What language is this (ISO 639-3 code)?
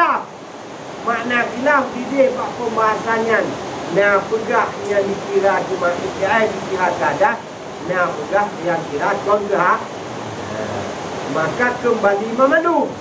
ace